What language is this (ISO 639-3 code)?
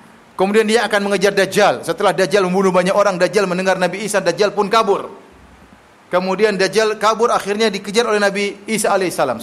ind